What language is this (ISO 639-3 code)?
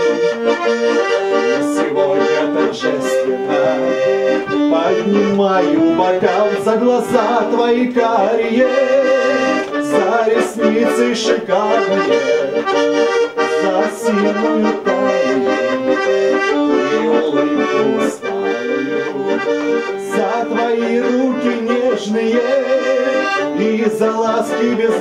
rus